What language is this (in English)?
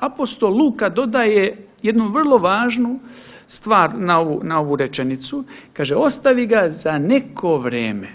Serbian